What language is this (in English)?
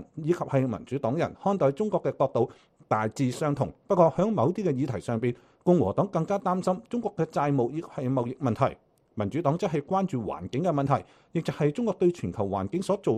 Cantonese